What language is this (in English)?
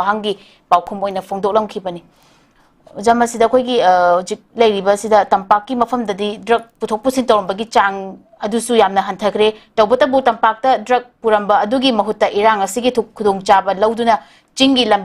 Manipuri